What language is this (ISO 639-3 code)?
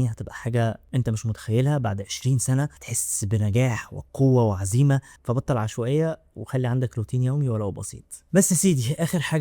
arz